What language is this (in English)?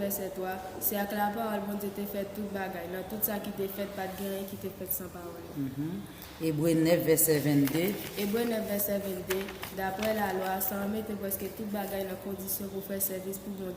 Haitian Creole